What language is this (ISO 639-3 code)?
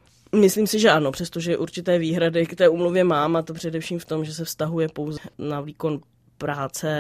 ces